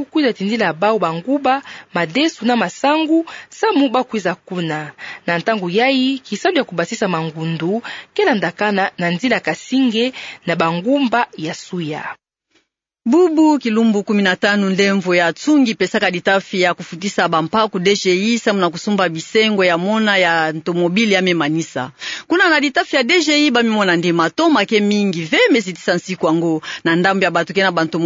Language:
Kituba (Democratic Republic of Congo)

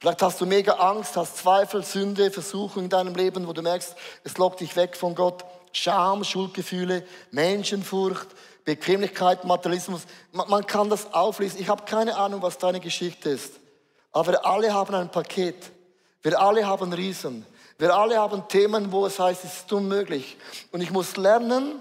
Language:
Swiss German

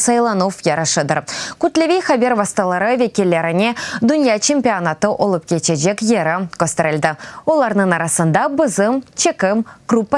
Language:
Crimean Tatar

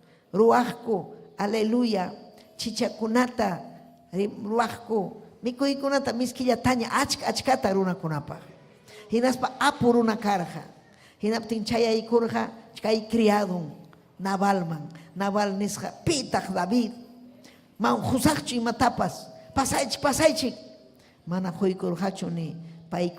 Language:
Ayacucho Quechua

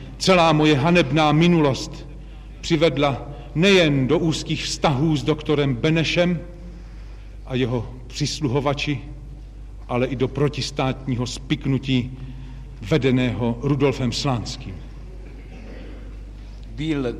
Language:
Czech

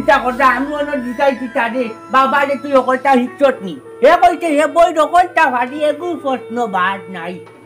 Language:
Sylheti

